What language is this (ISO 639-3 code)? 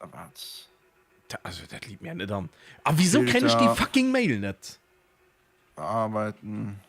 ltz